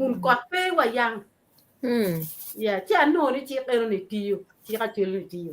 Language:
Acoli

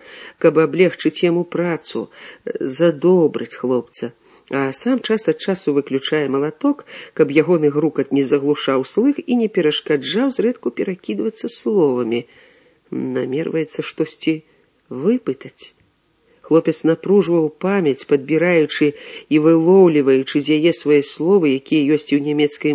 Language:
Belarusian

